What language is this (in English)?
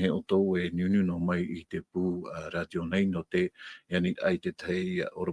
Tahitian